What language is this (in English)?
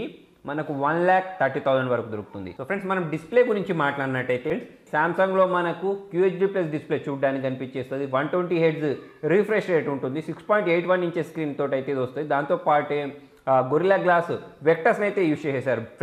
Telugu